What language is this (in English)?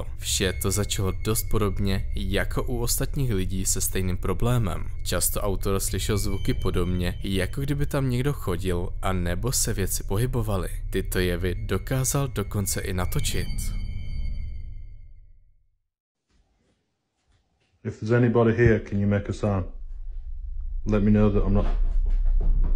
Czech